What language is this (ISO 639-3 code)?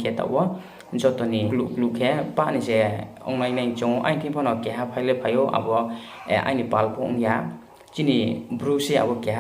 ria